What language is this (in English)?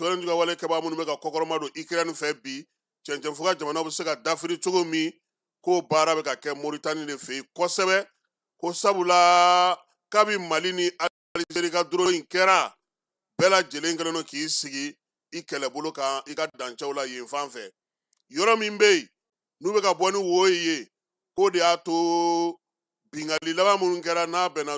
Bambara